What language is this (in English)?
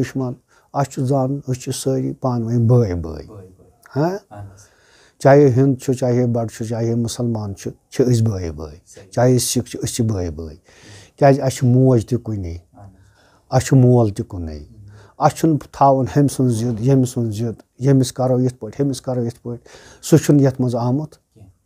Kashmiri